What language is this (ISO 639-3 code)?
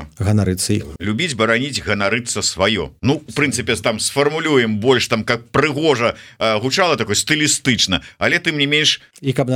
bel